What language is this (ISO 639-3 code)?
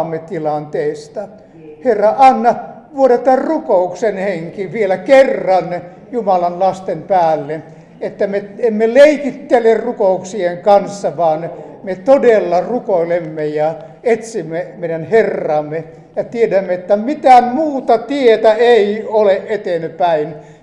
fin